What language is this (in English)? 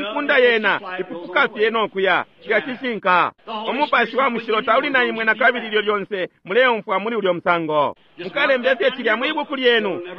Bemba